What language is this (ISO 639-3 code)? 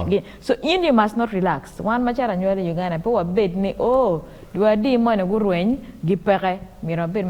ach